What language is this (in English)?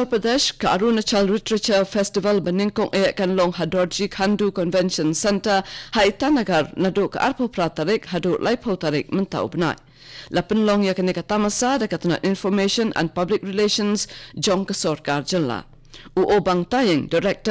Khasi